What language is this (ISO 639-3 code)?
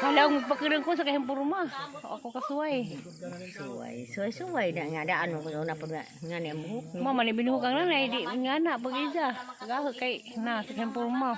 ceb